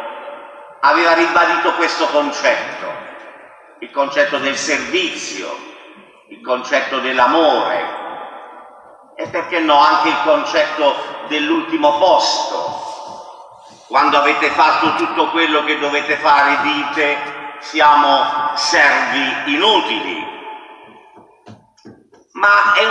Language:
Italian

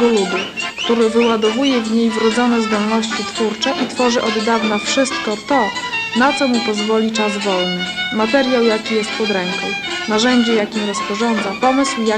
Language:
Polish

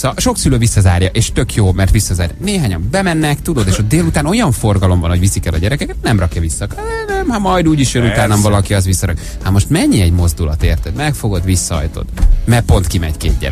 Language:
Hungarian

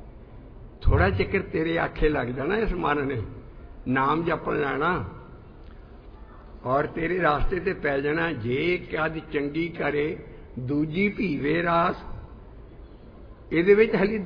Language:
Punjabi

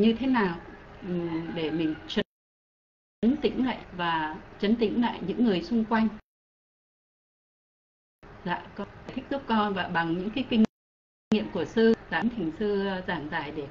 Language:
Vietnamese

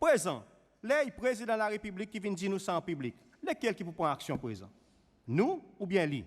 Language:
Seselwa Creole French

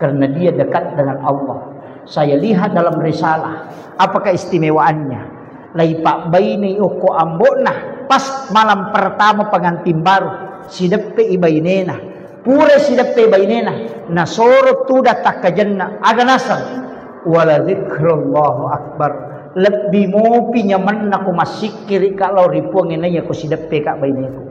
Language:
Buginese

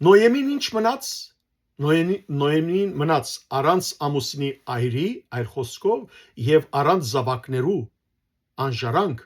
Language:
Western Armenian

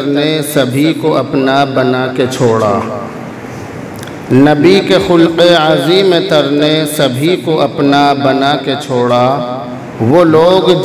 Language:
Urdu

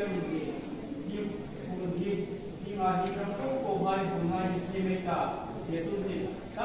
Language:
Hmar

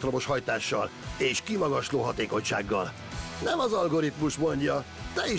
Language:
Hungarian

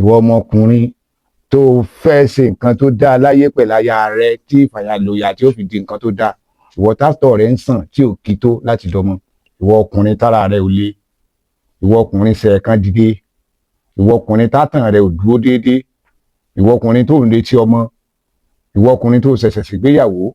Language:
Yoruba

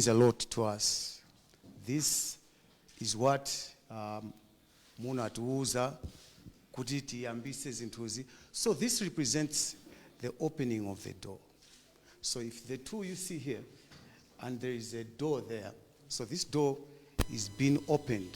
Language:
Nyanja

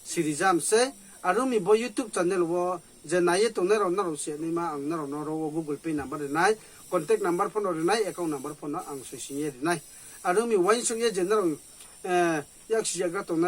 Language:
Riang (India)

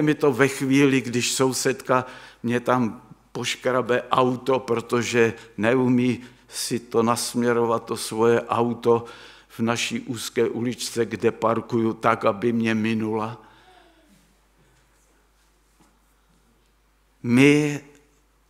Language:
Czech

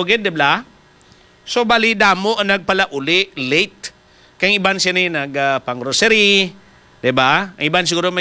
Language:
Hiligaynon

